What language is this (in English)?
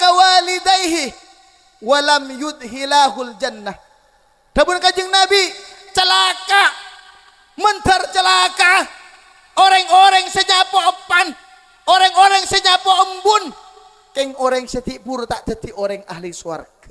Madurese